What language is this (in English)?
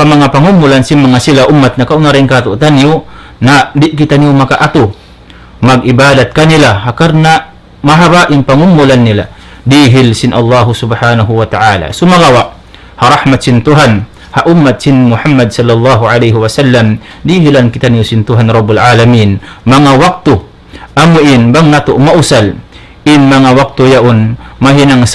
Tausug